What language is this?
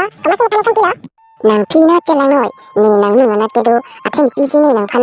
Karbi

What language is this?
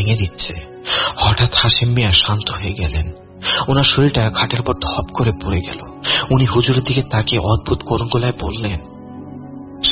Bangla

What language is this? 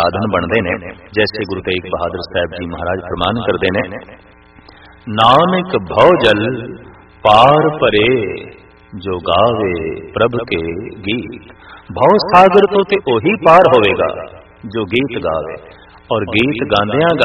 Punjabi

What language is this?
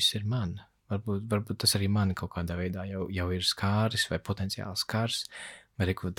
Latvian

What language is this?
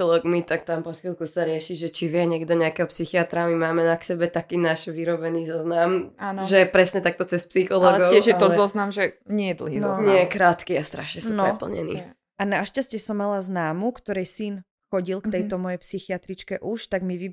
Slovak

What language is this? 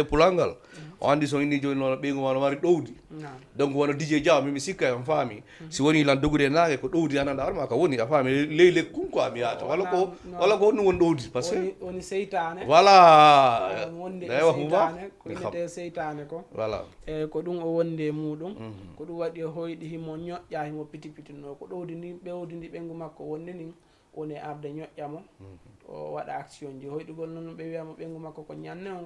Fula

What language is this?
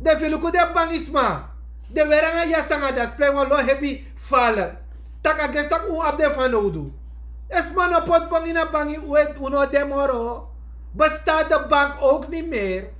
Sranan Tongo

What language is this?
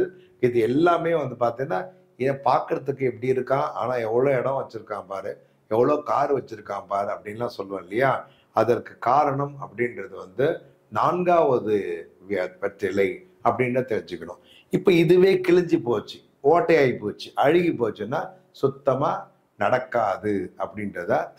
Tamil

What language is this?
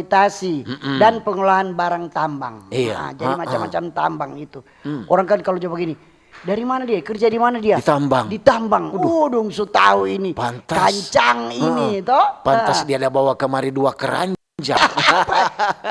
Manado Malay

